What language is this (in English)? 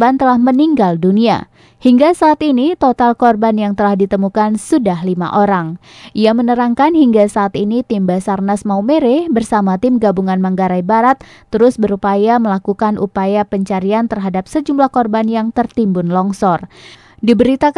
Indonesian